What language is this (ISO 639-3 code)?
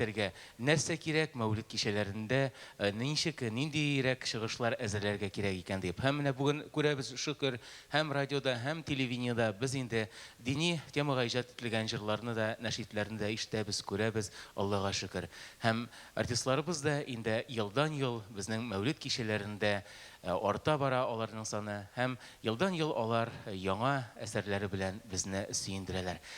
tat